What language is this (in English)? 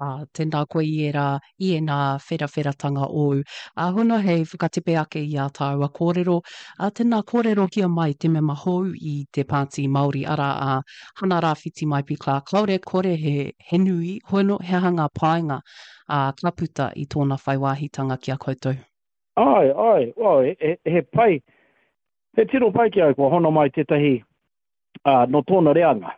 Māori